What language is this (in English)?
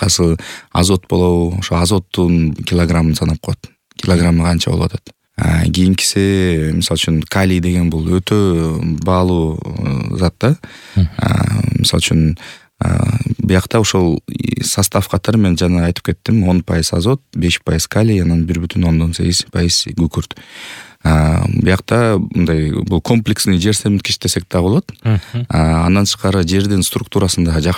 Kyrgyz